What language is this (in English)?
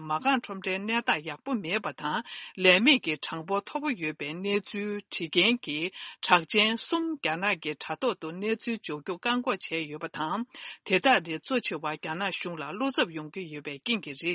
Tibetan